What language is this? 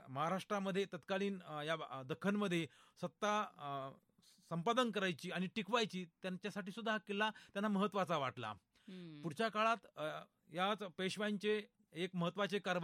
Marathi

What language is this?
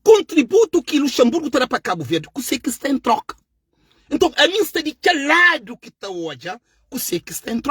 Kabuverdianu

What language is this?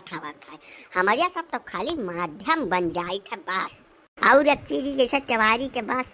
Awadhi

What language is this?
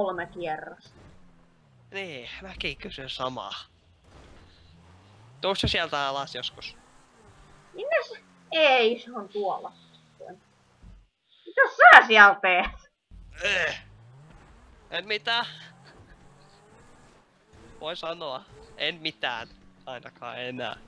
Finnish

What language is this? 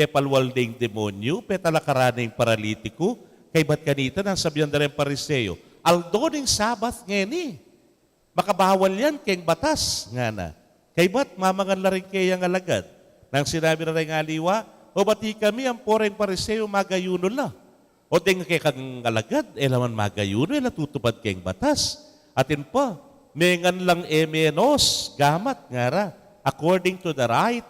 Pampanga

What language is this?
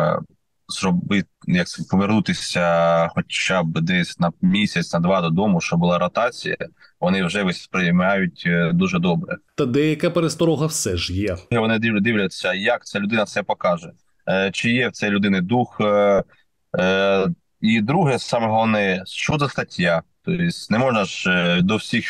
Ukrainian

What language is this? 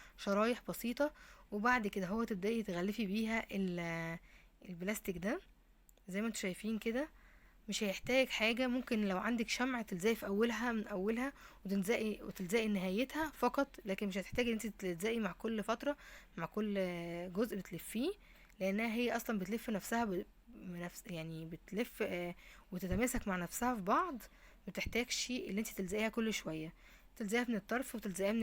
Egyptian Arabic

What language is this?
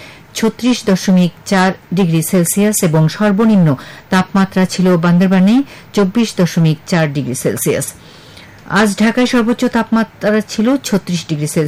Bangla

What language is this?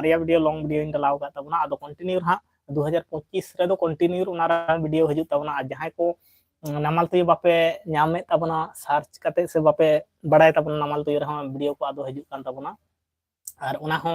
Santali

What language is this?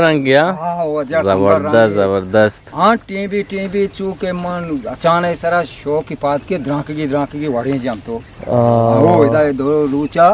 Eastern Balochi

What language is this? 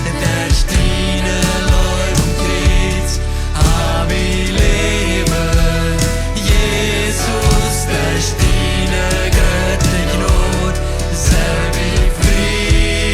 Plautdietsch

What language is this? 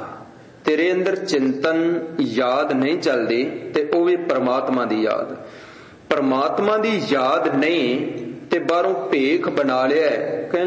Punjabi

